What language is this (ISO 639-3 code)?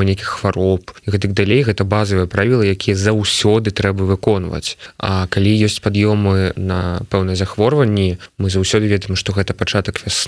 bel